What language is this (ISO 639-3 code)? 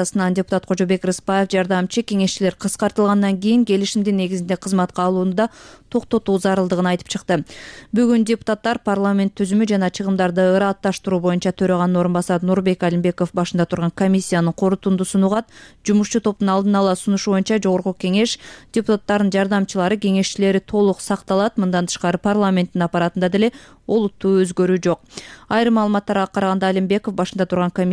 kir